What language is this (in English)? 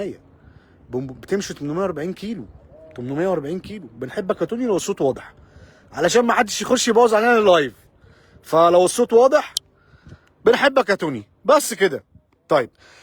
Egyptian Arabic